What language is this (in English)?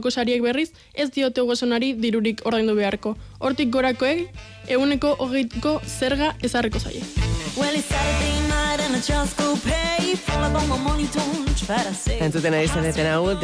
Basque